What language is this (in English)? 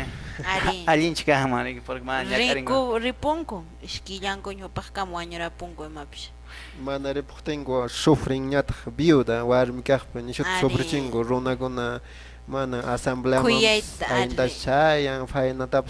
Quechua